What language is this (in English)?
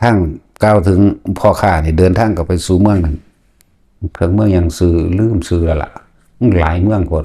Northeastern Thai